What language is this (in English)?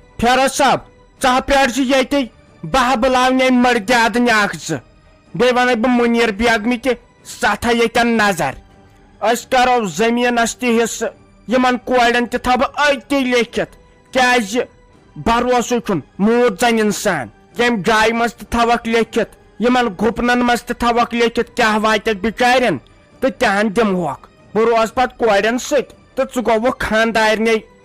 Kashmiri